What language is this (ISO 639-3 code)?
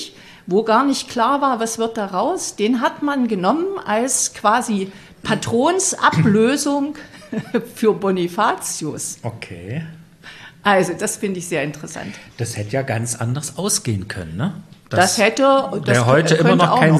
deu